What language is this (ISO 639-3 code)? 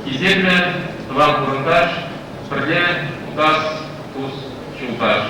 chv